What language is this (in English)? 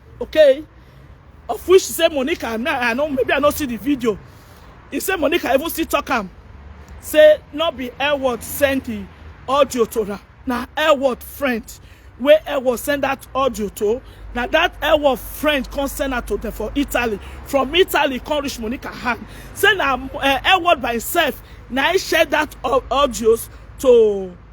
Nigerian Pidgin